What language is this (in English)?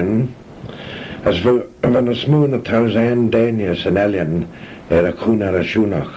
Manx